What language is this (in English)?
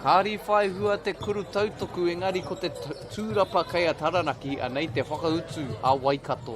Māori